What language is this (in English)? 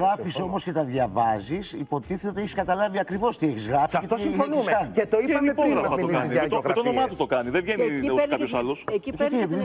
Greek